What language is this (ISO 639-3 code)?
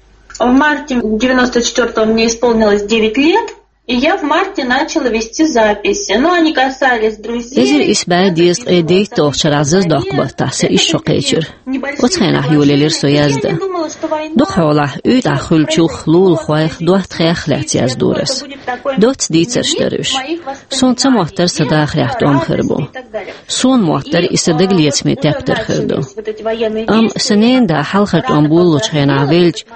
che